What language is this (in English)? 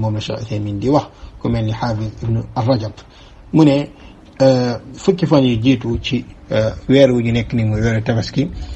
Wolof